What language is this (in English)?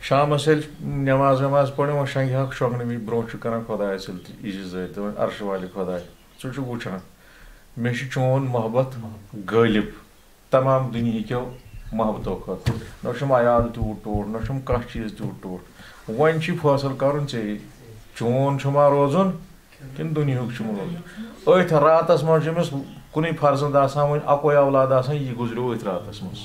Kashmiri